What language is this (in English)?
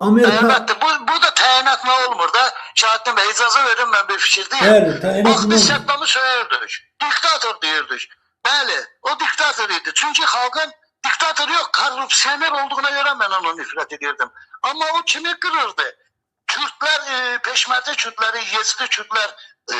Azerbaijani